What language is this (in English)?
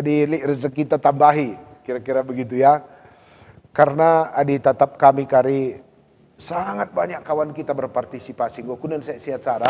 Batak Karo